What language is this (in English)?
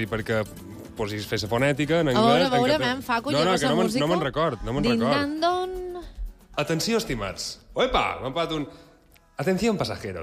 Catalan